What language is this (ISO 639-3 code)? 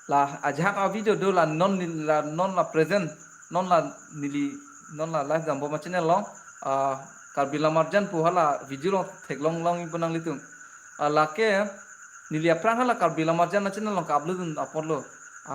mjw